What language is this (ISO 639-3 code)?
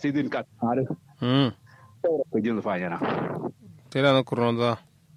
kau